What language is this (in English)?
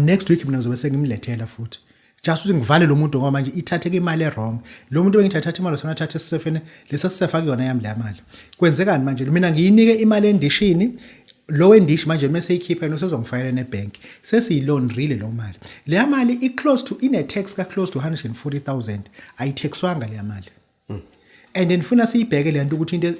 Zulu